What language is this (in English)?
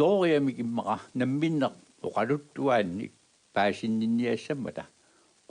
Kalaallisut